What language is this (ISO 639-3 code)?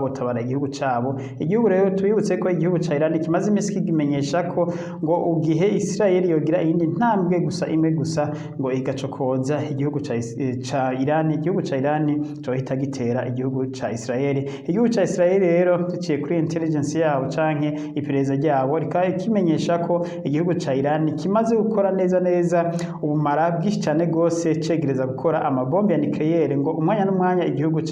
run